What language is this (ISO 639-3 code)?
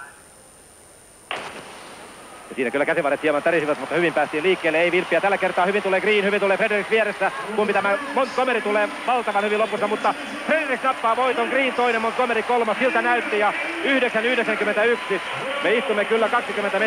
fin